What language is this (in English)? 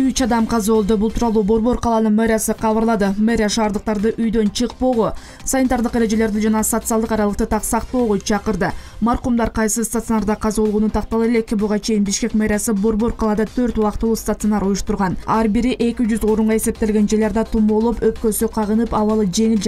Kyrgyz